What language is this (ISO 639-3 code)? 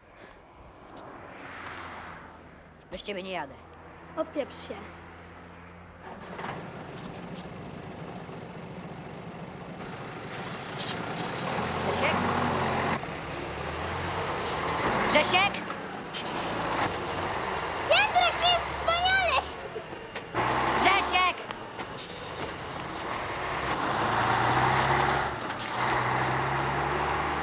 pol